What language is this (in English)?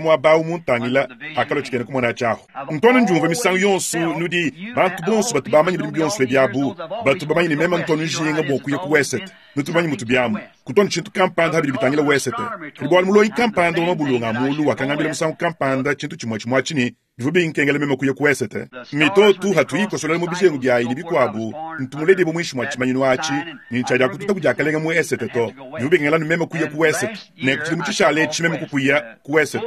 Luba-Lulua